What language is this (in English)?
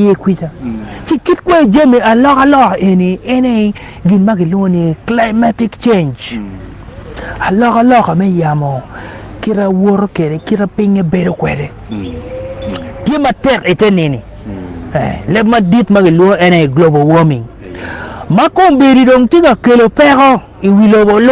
Acoli